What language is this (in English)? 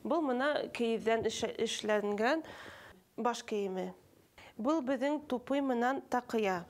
Bashkir